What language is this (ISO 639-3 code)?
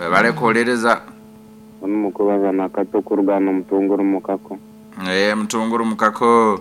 nyn